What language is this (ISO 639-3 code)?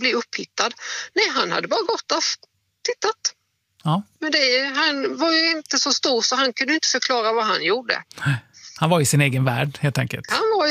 swe